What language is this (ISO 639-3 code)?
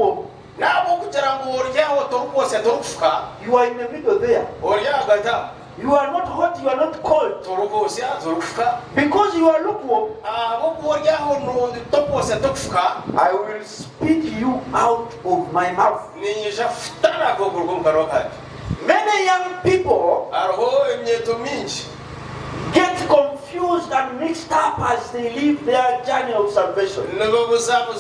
nyn